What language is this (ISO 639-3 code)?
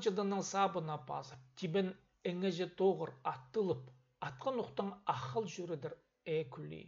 kjh